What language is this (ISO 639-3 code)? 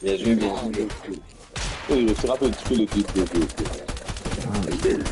mfe